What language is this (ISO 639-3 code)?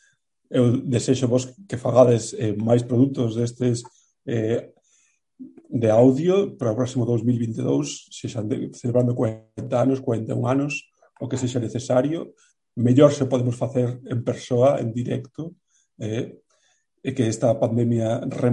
glg